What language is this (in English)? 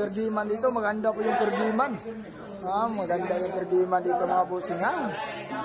Filipino